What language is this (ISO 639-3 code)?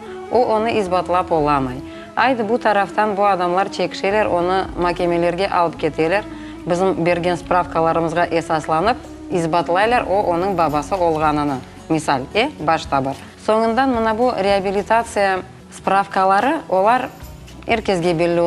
crh